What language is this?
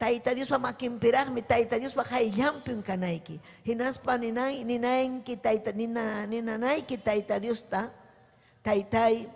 Ayacucho Quechua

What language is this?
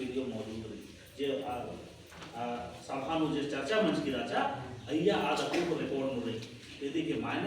Kurukh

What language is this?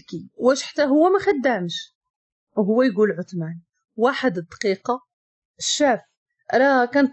Moroccan Arabic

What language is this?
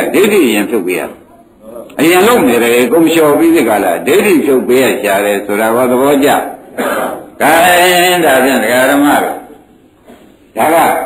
Burmese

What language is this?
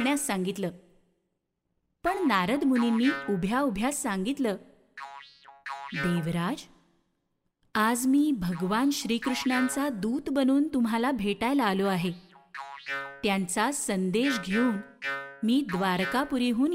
Marathi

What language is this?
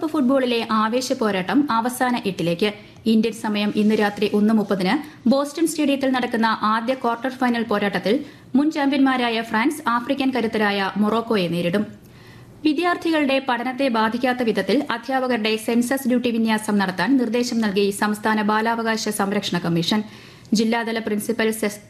Malayalam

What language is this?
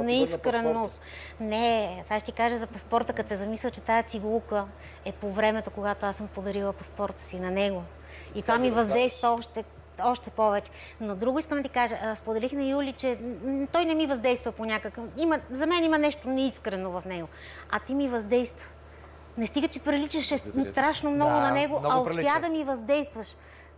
Bulgarian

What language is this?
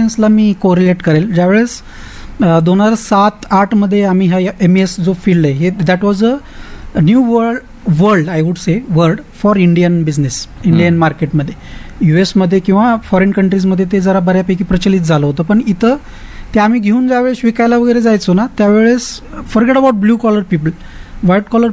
Marathi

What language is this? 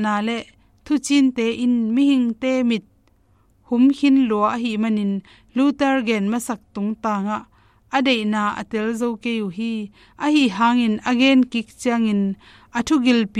Tedim Chin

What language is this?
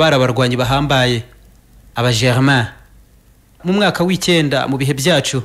Kinyarwanda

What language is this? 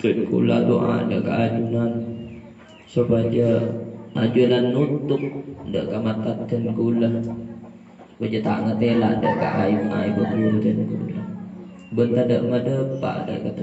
Madurese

